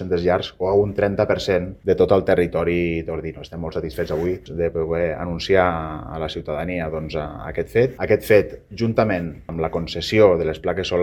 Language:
Catalan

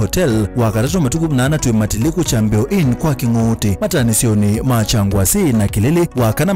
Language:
Kamba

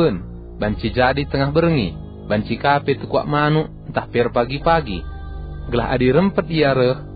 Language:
Batak Karo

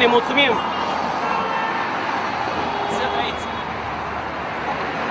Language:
Romanian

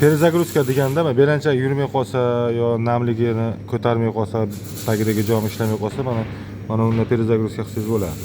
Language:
Uzbek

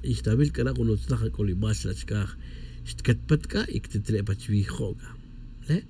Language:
Tz'utujil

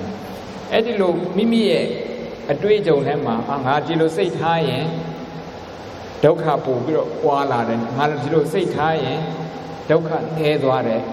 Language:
Burmese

